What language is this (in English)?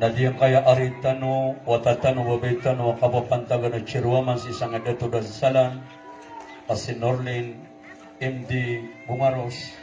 Maranao